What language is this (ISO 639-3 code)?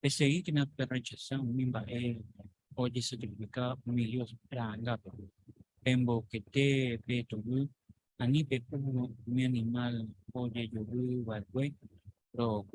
grn